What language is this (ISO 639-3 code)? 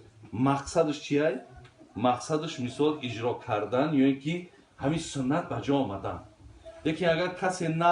tgk